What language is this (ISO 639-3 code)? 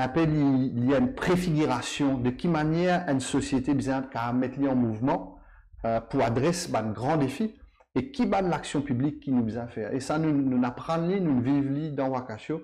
mfe